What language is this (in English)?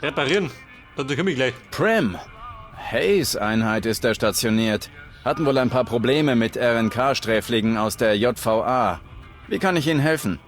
Bavarian